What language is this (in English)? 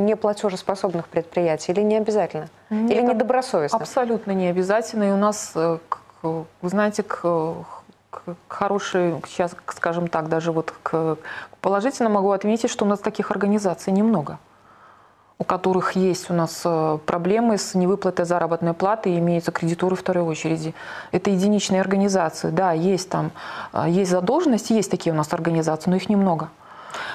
Russian